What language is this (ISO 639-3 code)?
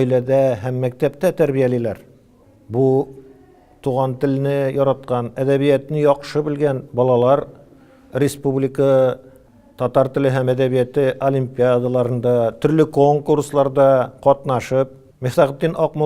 tat